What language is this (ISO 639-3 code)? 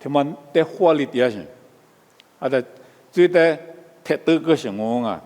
lis